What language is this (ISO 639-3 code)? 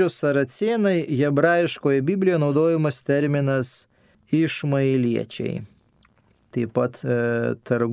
lit